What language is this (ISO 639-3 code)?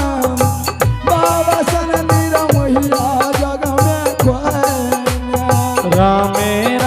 anp